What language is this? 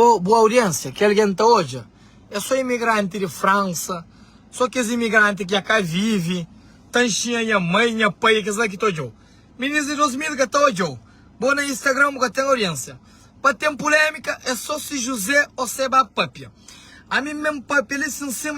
Kabuverdianu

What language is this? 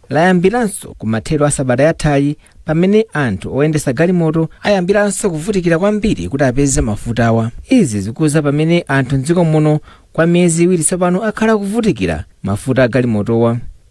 Nyanja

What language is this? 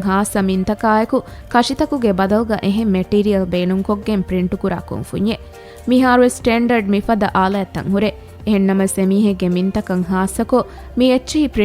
Divehi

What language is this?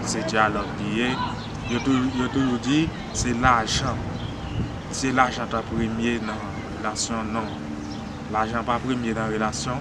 Haitian Creole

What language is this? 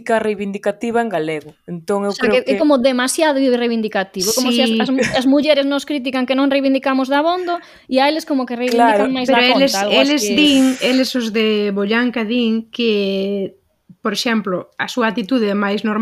Galician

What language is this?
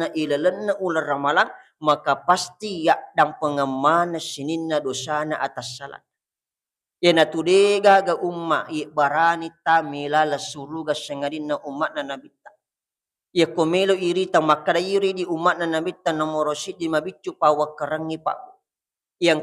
Buginese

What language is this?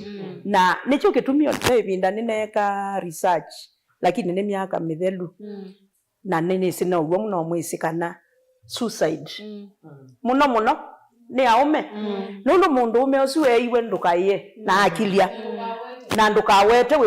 Kamba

